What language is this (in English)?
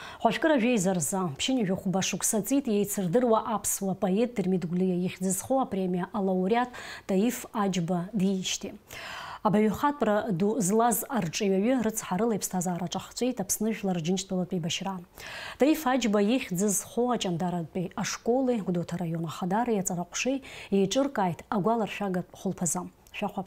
Abkhazian